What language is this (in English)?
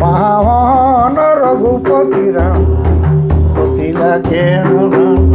Sadri